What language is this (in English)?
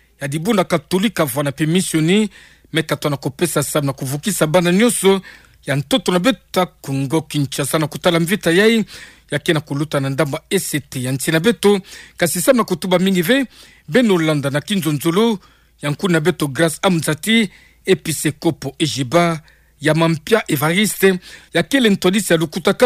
Kituba (Democratic Republic of Congo)